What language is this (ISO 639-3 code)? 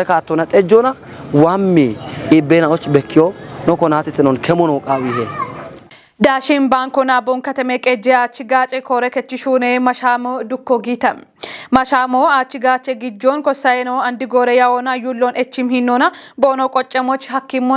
kbr